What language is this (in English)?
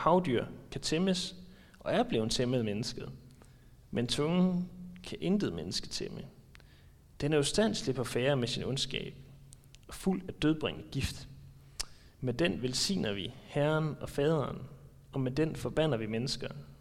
Danish